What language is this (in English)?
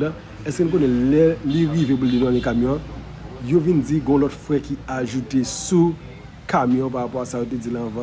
Haitian Creole